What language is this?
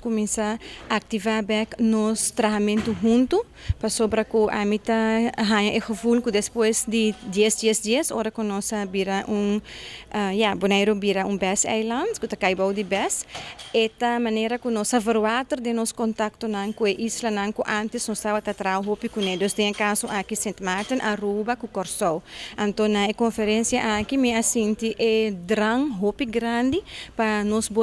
Papiamento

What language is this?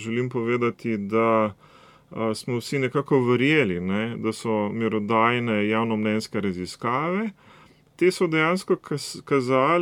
Slovenian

